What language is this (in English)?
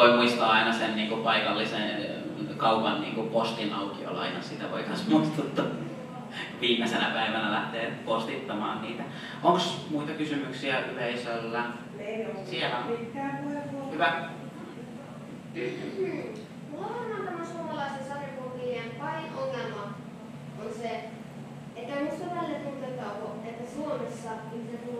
Finnish